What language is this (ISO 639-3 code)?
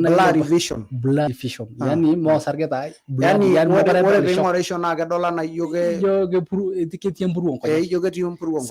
mas